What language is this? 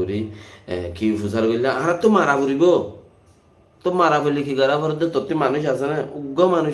Rohingya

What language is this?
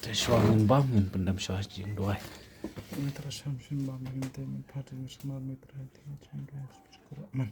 Khasi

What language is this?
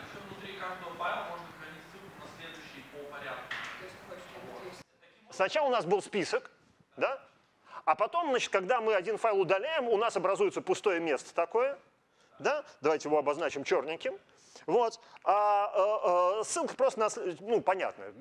Russian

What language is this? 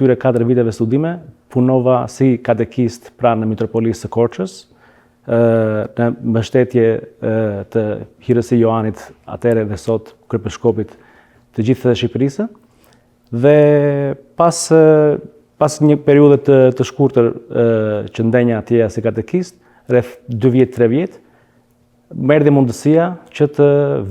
Albanian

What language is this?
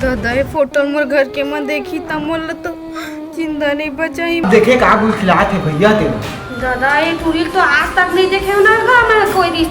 Chhattisgarhi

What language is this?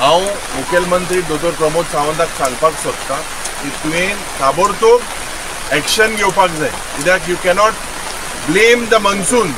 Konkani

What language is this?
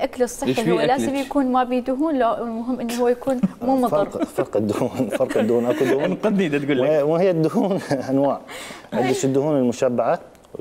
Mesopotamian Arabic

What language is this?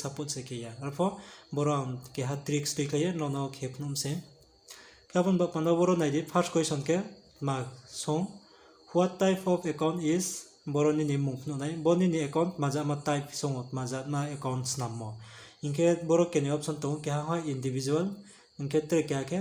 Riang (India)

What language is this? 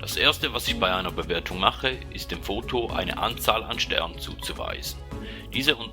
Swiss German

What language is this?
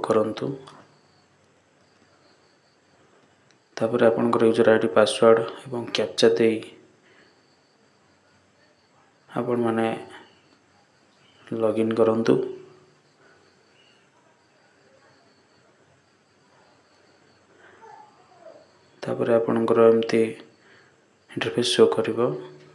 Odia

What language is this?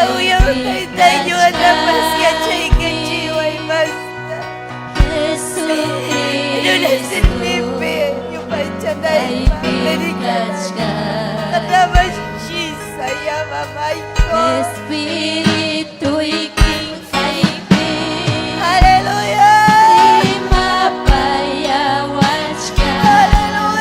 Ayacucho Quechua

